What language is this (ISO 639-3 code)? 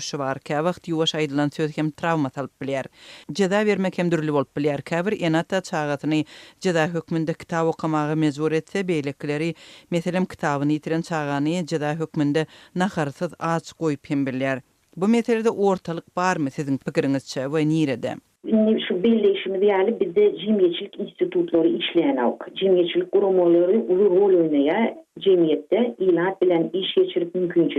tuk